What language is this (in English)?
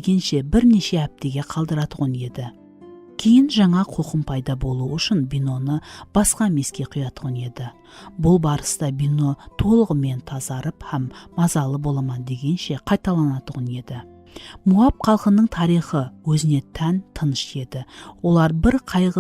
Kara-Kalpak